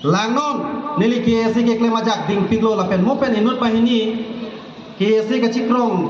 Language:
Karbi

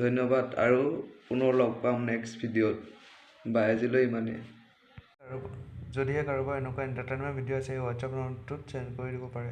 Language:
Assamese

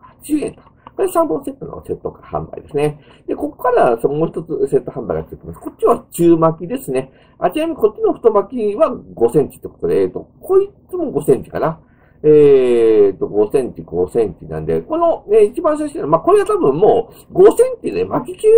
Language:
Japanese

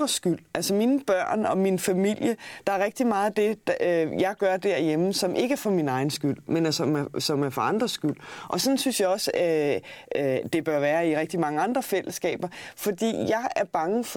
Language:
Danish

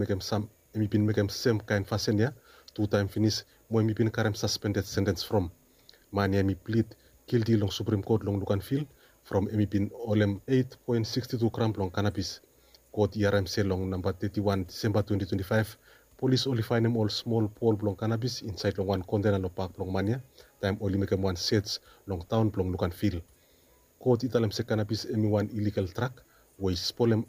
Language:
Bislama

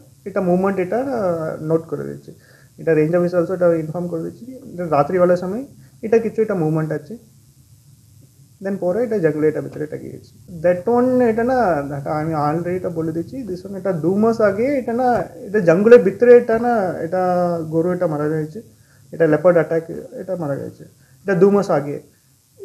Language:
Bangla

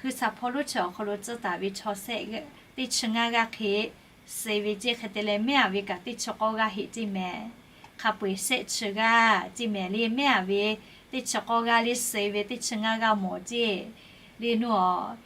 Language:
Lahu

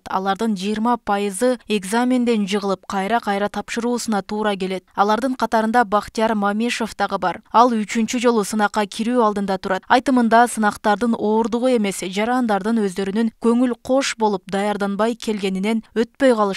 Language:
Kyrgyz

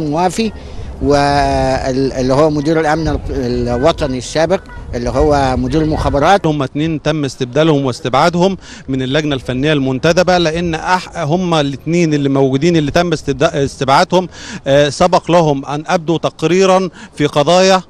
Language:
Egyptian Arabic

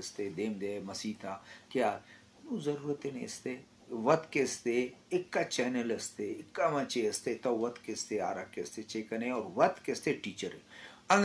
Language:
Eastern Balochi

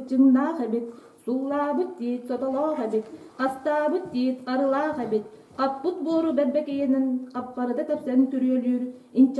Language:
Yakut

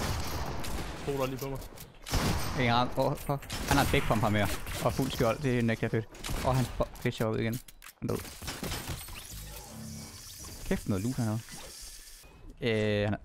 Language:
Danish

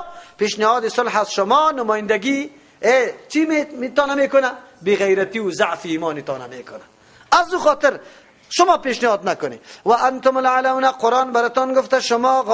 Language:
Persian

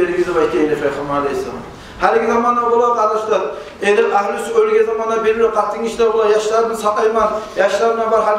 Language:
Kumyk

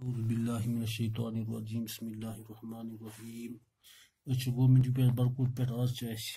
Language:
Kashmiri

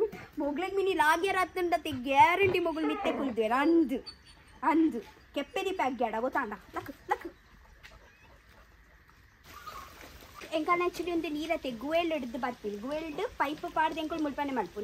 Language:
Tulu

